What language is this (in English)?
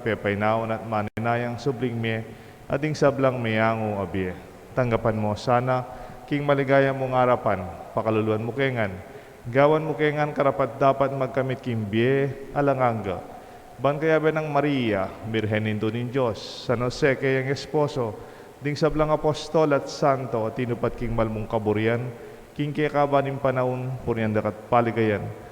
Pampanga